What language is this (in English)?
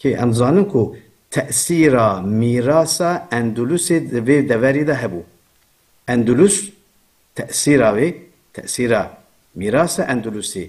Kurdish